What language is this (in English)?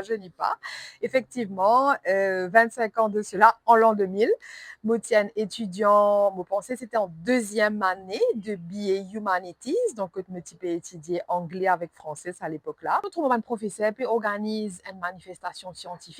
Morisyen